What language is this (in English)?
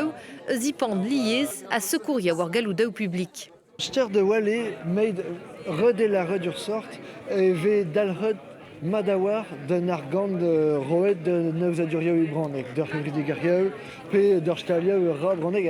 Breton